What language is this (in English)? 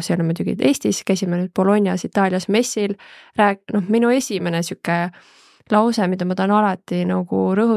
Estonian